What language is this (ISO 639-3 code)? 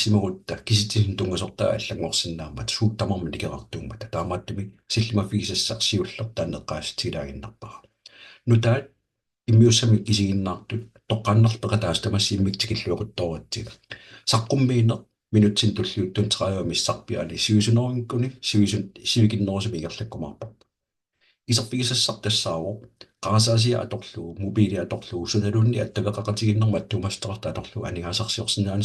kal